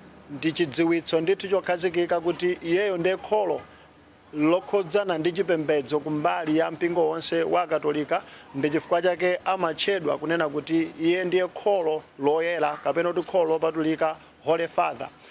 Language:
Nyanja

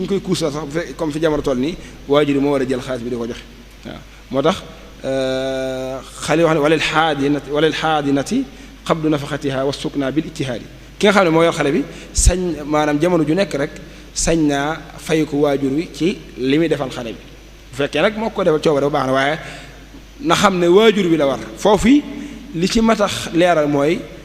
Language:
Wolof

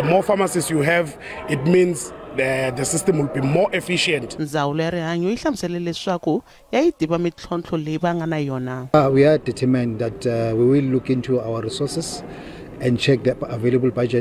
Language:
Tsonga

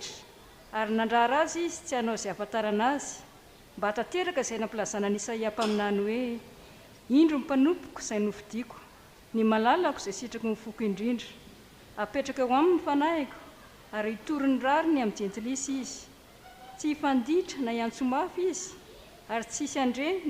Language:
Malagasy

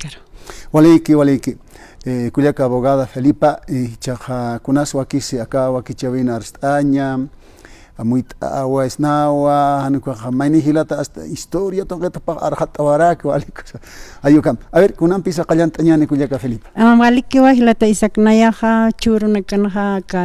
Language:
Aymara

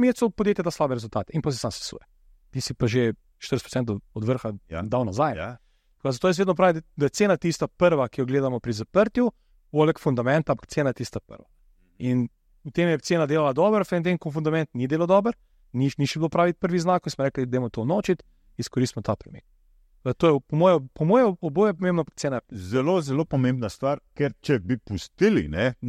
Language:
Slovenian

